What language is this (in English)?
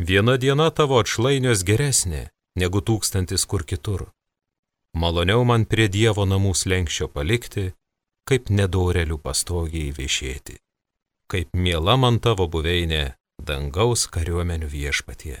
Lithuanian